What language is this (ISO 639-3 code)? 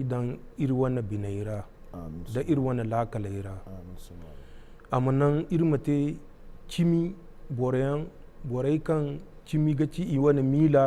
dje